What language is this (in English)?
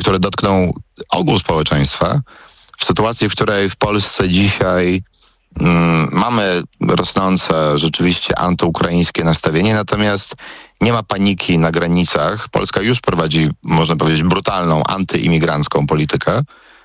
Polish